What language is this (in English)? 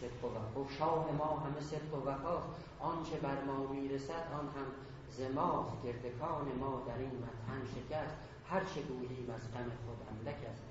South Azerbaijani